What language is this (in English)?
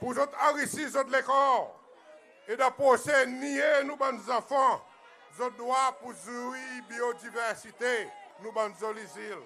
Seselwa Creole French